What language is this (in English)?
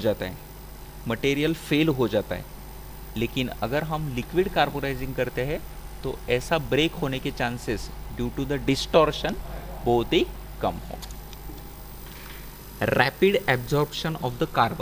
Hindi